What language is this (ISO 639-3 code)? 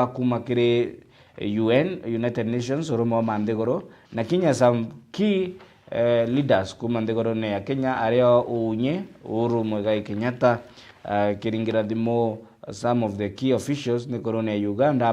mer